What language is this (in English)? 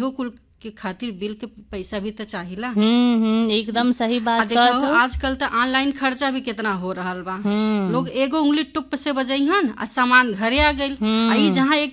Bhojpuri